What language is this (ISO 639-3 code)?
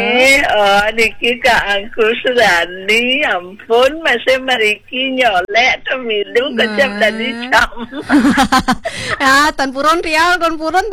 ban